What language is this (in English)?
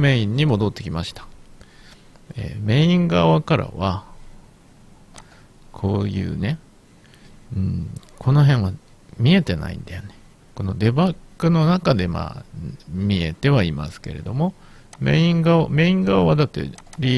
Japanese